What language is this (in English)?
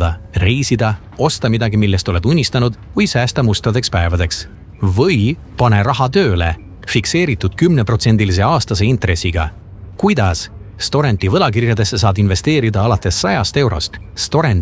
Estonian